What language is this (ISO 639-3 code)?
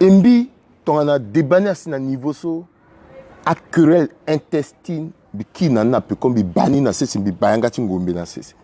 sag